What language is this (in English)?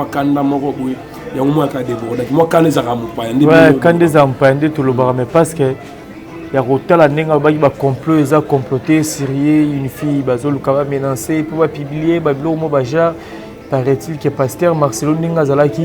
Lingala